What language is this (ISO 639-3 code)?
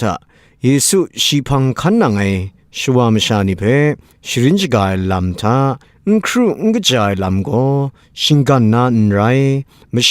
kac